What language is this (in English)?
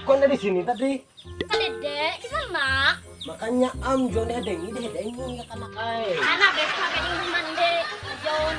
Banjar